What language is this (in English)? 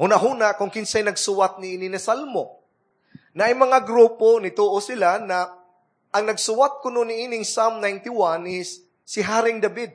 Cebuano